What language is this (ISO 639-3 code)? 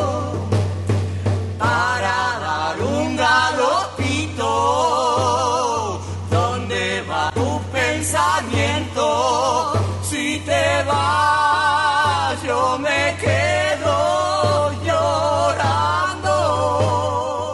spa